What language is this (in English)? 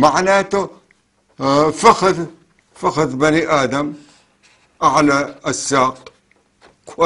North Levantine Arabic